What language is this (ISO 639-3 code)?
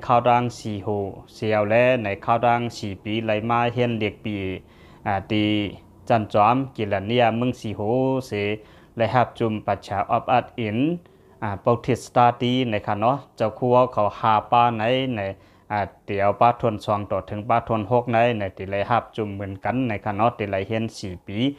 lao